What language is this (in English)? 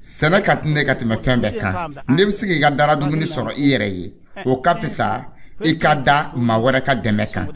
Dyula